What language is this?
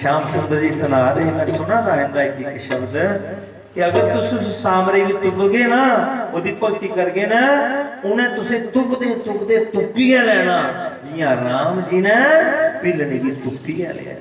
Dogri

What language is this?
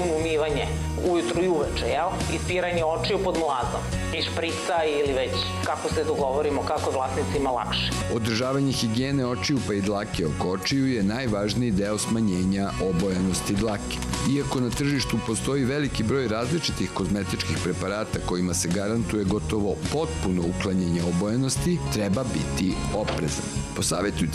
Serbian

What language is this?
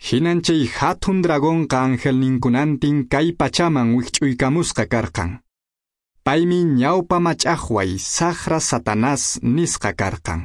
Quechua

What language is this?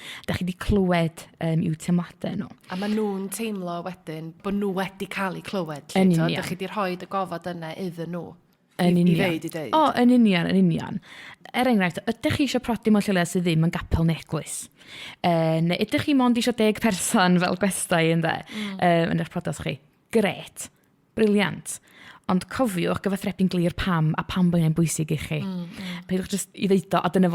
Welsh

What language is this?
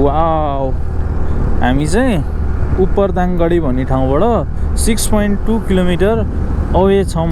Nepali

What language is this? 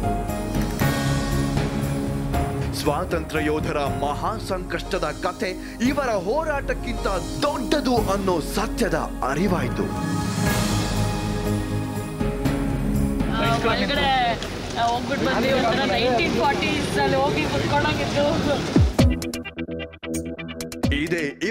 Kannada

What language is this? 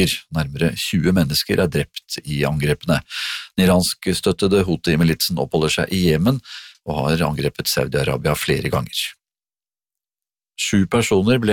Norwegian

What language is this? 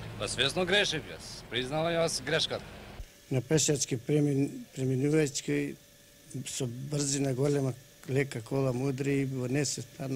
Macedonian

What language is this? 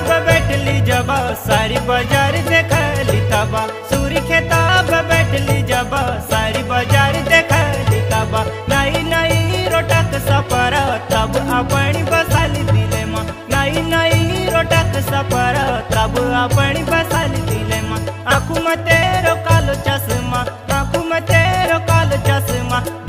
Kumaoni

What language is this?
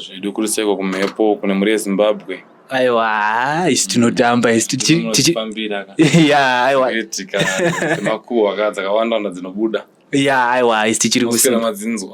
Shona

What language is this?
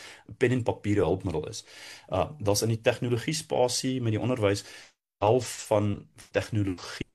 Afrikaans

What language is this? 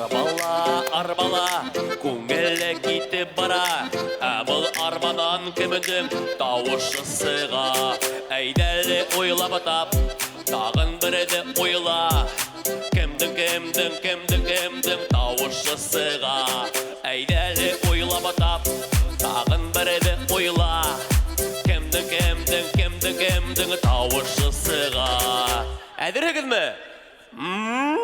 Bashkir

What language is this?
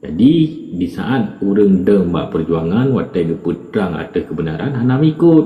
Achinese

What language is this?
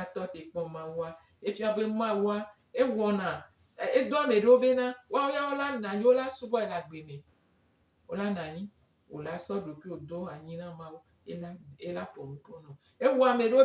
Gen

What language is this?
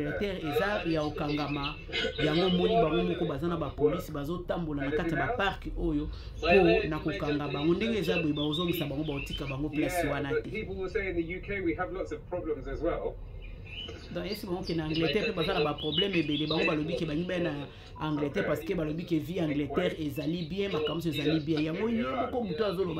Lingala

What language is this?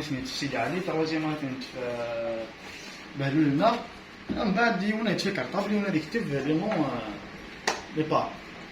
Kabyle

